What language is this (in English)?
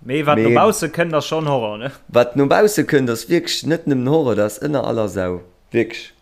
Luxembourgish